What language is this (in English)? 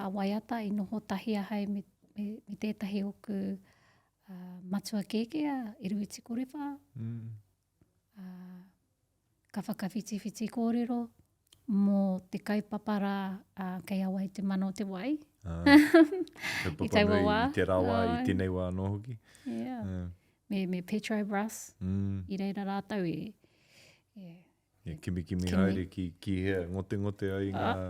Māori